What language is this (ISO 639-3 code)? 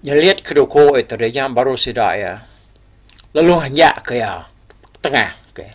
iba